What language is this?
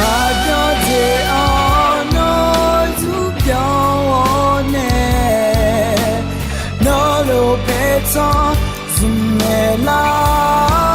Akha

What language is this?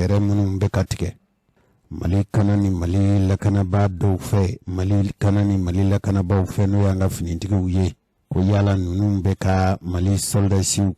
Bambara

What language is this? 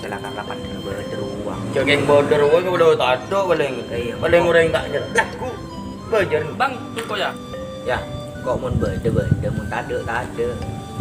Madurese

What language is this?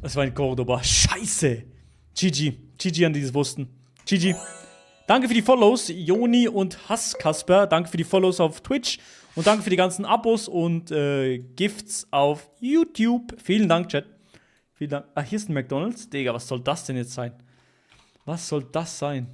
Swiss German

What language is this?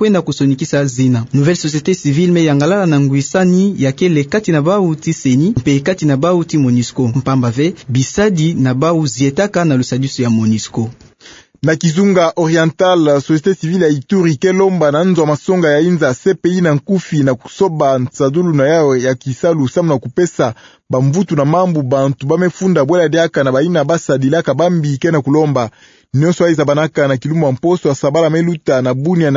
Kituba (Democratic Republic of Congo)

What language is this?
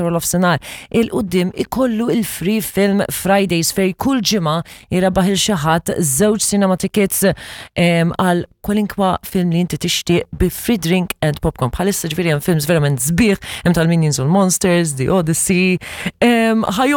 Maltese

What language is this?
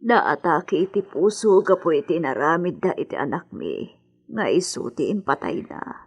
Iloko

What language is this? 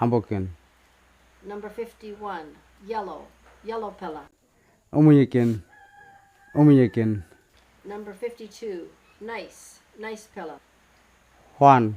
Kamasau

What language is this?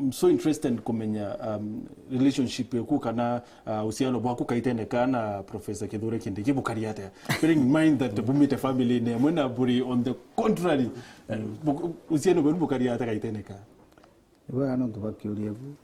Meru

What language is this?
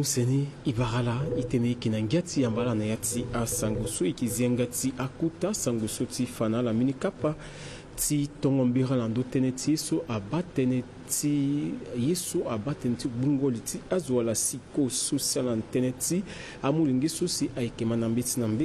Sango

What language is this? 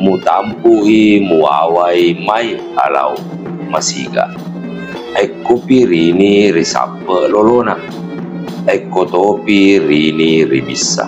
Buginese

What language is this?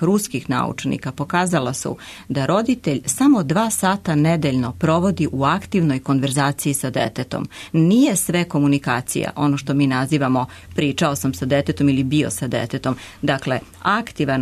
Serbian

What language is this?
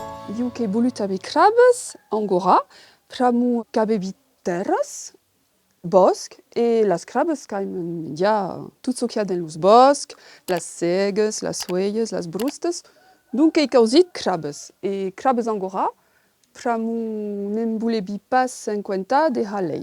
Occitan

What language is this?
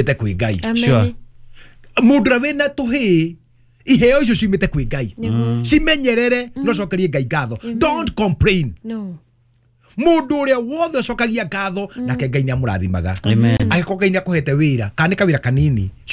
Kikuyu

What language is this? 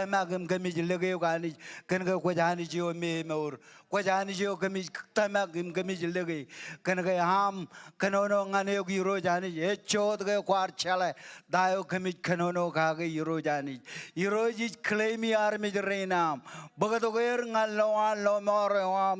Marshallese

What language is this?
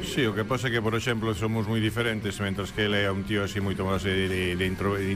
Galician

